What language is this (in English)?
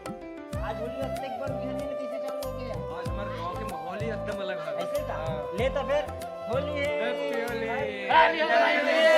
Chhattisgarhi